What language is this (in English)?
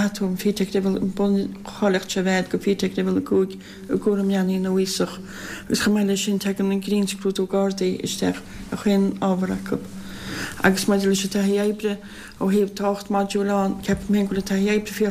Irish